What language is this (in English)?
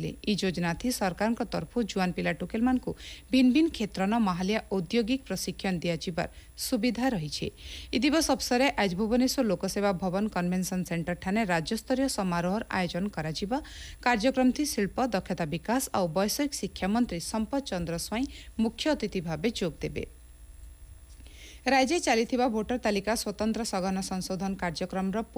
Odia